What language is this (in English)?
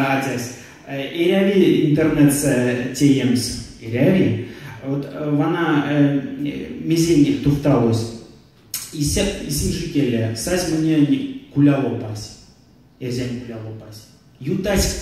Erzya